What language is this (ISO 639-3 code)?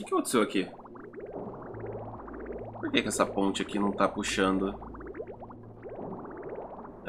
por